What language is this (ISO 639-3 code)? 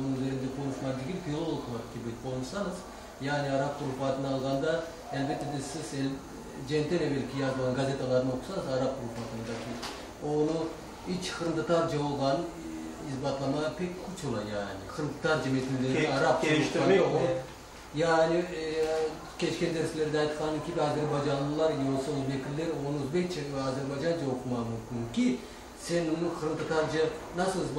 crh